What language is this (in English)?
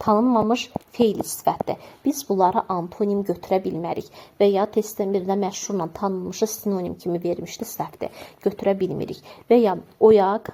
Azerbaijani